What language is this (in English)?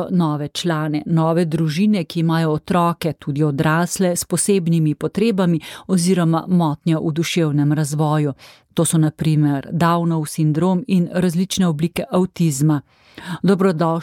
Slovenian